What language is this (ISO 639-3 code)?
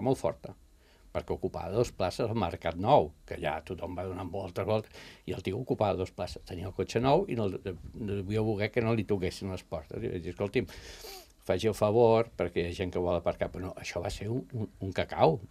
cat